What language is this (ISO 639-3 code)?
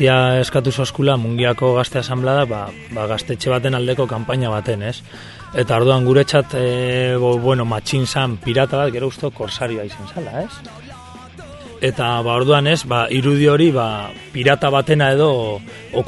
eus